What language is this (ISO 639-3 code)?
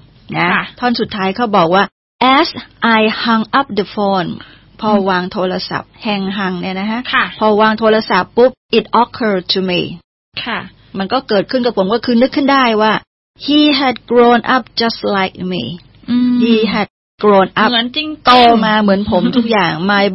tha